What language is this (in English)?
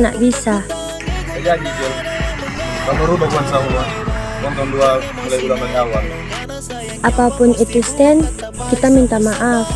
Manado Malay